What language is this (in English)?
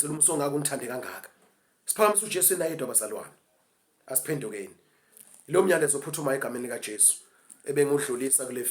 Zulu